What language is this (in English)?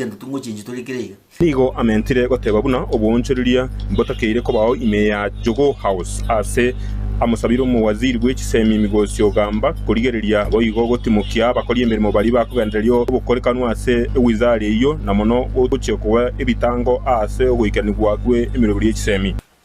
Gusii